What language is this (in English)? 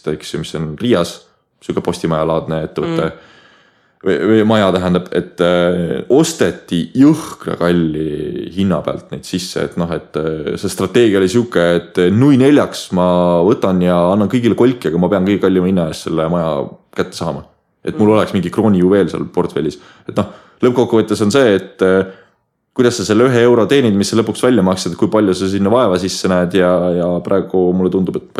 Estonian